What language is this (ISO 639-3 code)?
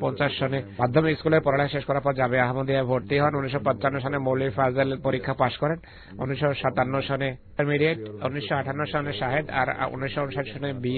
ben